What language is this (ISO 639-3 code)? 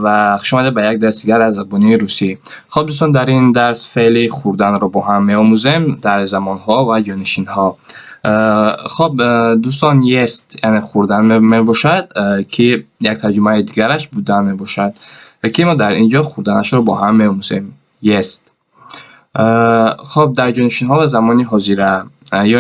tgk